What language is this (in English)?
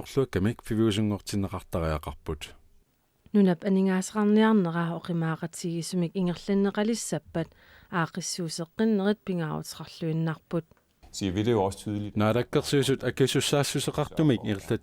Kalaallisut